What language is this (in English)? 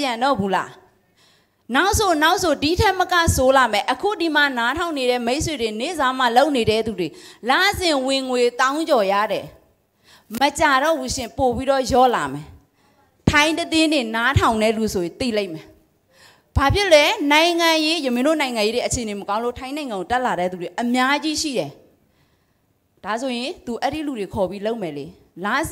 Burmese